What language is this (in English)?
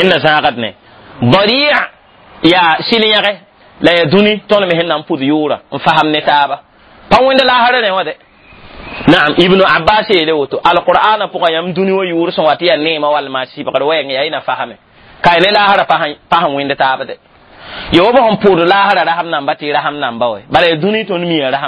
Mossi